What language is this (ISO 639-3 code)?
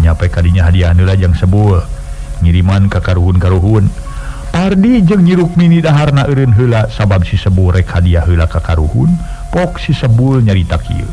sun